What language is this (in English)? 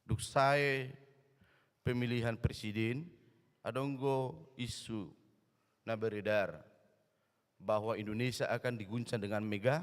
Batak Toba